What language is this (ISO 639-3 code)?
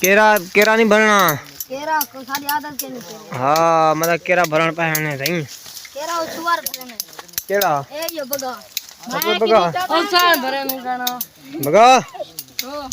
skr